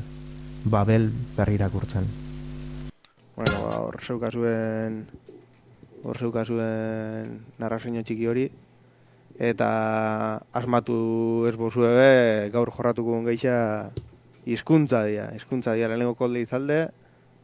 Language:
Basque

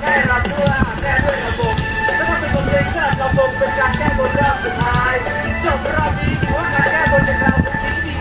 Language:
Thai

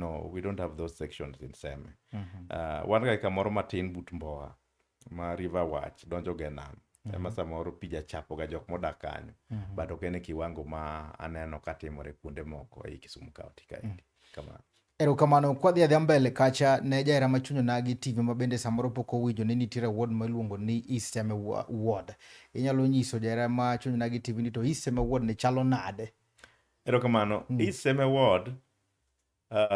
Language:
Luo (Kenya and Tanzania)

